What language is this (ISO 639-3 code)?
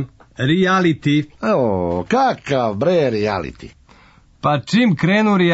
srp